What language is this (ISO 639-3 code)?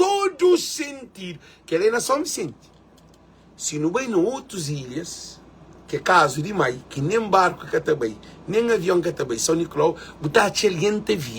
kea